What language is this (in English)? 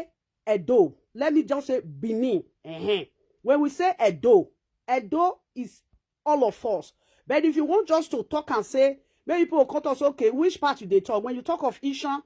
Nigerian Pidgin